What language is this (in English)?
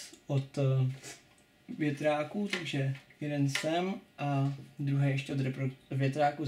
Czech